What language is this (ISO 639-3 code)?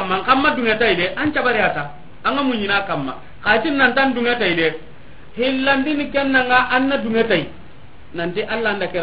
snk